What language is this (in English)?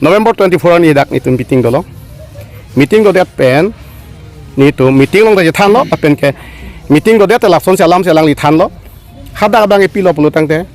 Karbi